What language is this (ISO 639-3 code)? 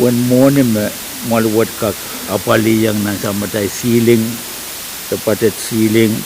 pon